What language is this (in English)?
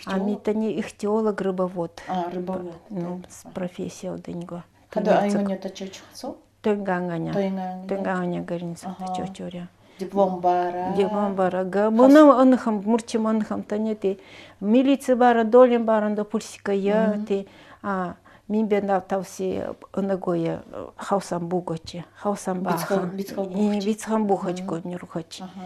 Nanai